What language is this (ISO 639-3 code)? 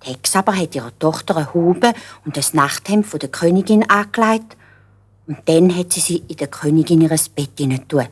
gsw